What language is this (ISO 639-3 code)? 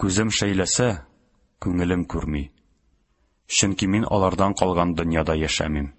tat